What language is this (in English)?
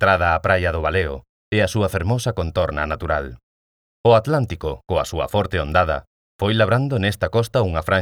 Galician